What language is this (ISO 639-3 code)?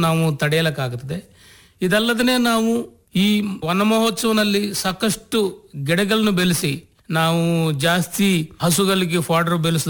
kan